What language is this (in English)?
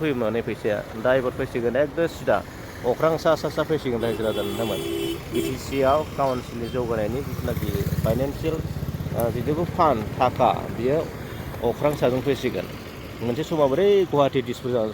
Bodo